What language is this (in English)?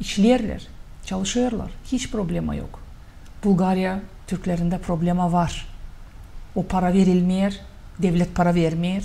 Gagauz